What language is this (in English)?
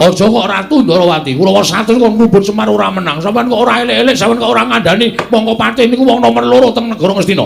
Javanese